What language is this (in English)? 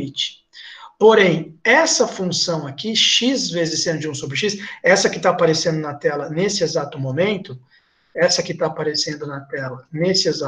Portuguese